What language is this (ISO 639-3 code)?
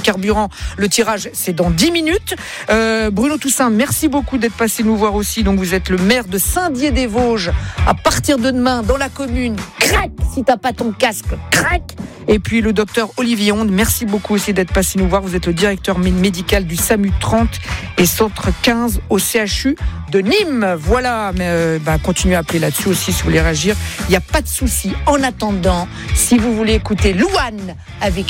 fra